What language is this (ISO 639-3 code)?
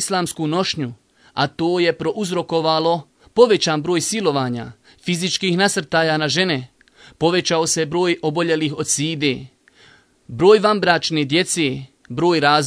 bos